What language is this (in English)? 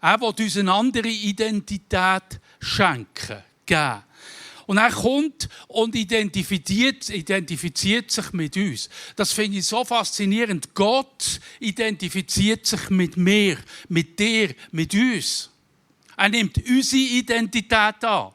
Swiss German